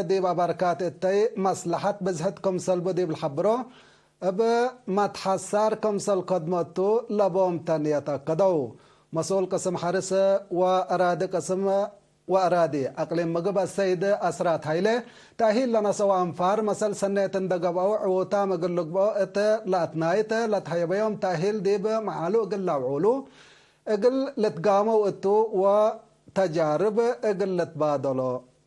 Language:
Tigre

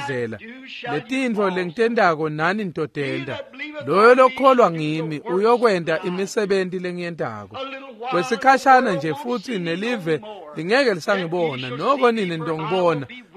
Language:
Swati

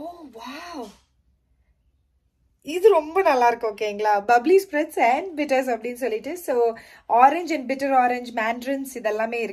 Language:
Tamil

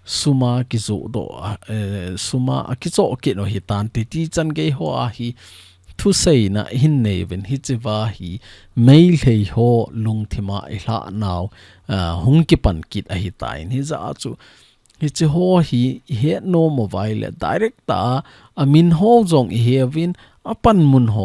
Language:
Thado Chin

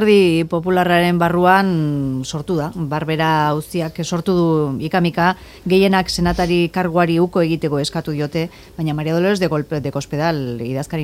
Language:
Basque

